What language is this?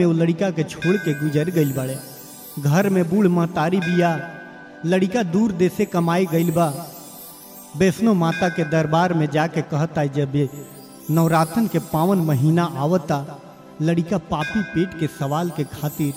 Bhojpuri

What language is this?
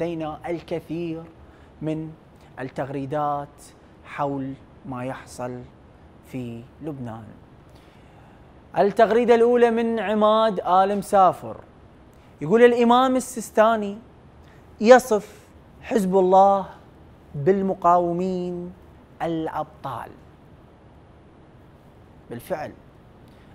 Arabic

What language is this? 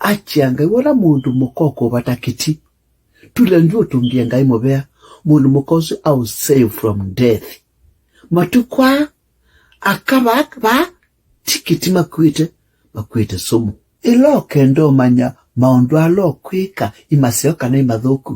Kamba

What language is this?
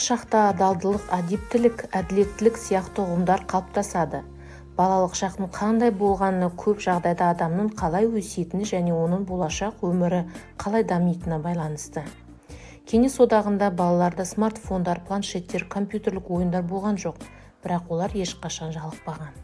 Kazakh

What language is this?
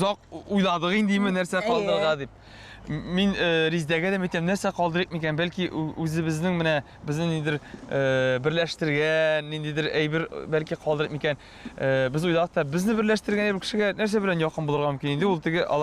Tatar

